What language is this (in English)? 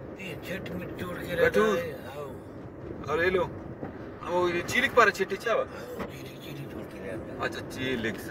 Brahui